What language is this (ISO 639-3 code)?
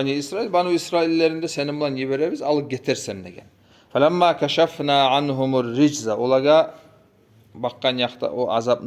kum